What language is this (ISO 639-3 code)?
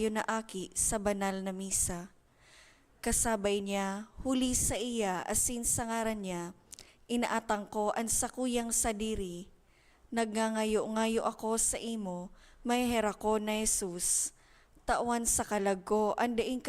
bik